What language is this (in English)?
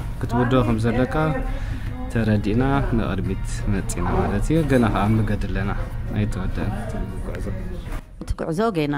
Tigrinya